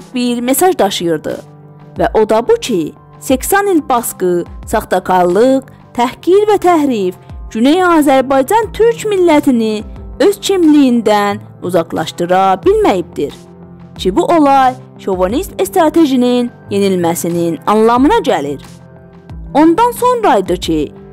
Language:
South Azerbaijani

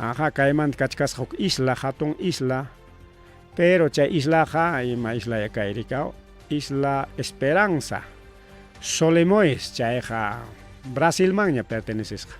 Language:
Ayacucho Quechua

